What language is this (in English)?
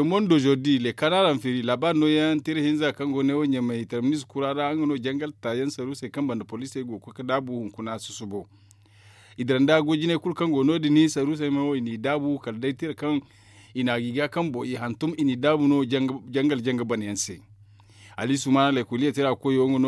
Zarma